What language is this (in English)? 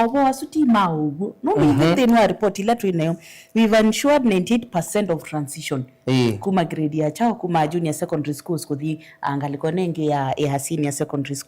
Kamba